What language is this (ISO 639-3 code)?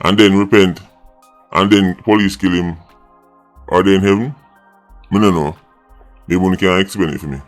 jam